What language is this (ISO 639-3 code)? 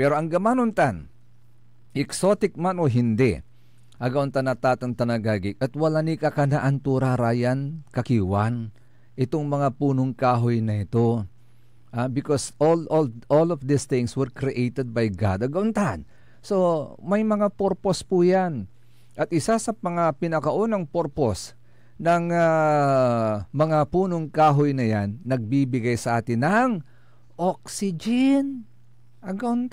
pag